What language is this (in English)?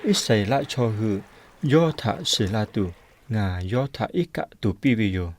Lahu